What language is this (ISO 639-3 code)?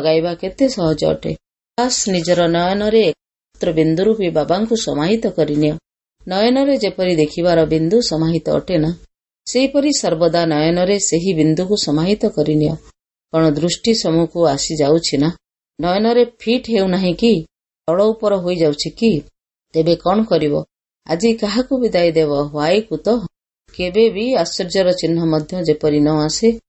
ori